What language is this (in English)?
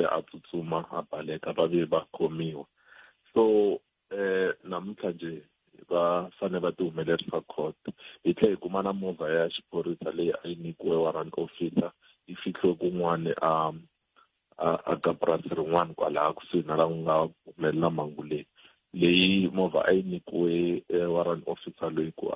Tsonga